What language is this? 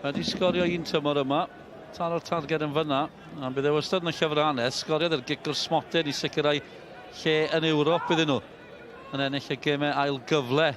Welsh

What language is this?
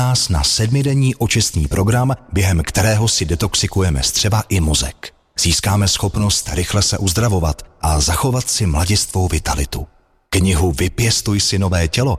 Czech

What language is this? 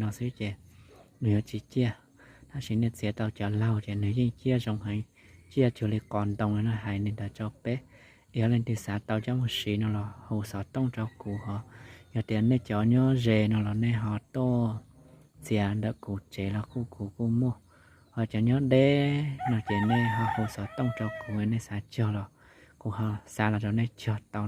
Hmong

